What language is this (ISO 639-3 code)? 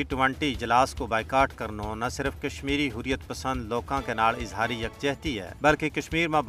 gju